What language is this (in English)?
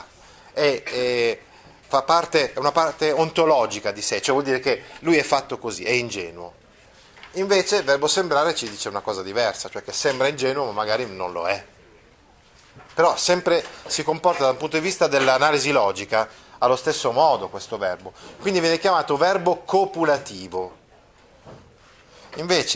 Italian